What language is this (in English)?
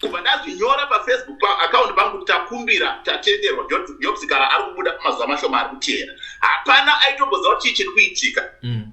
Shona